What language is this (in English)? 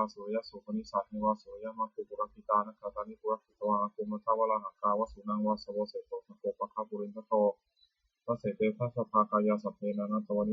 Pali